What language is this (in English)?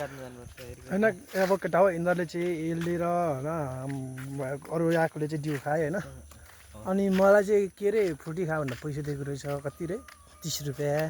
Nepali